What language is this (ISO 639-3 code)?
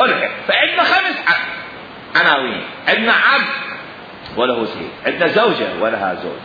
acm